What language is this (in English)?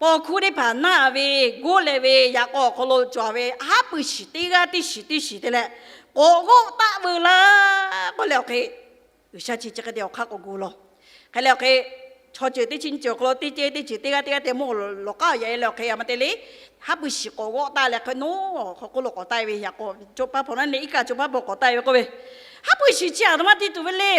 Lahu